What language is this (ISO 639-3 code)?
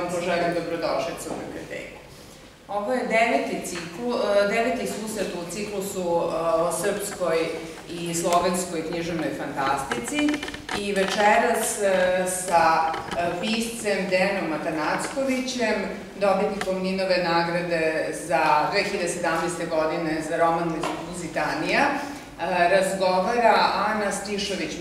srp